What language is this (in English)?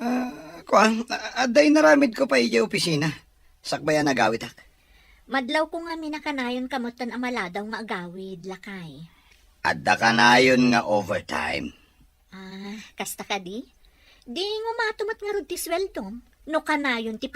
Iloko